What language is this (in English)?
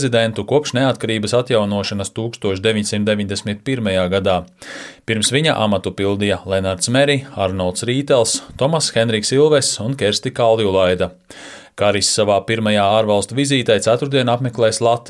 Latvian